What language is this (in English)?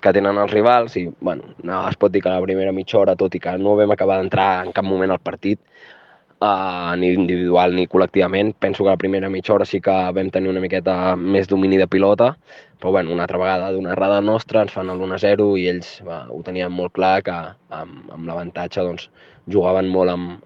Catalan